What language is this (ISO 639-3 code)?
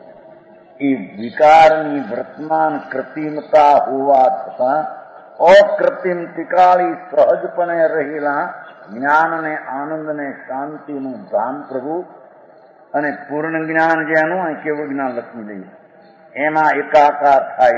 guj